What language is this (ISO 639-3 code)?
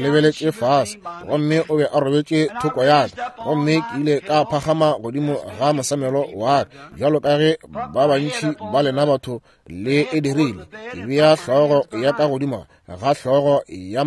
nso